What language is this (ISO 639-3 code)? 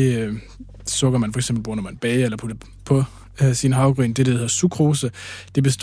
dan